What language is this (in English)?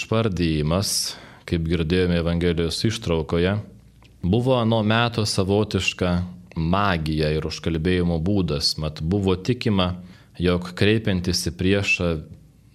Lithuanian